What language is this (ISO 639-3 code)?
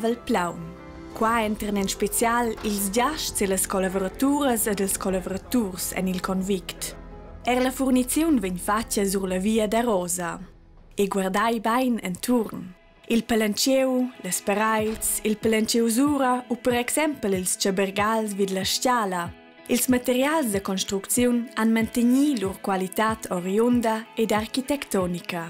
roh